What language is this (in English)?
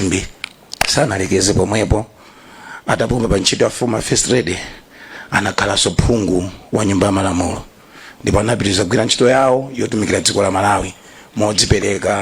Nyanja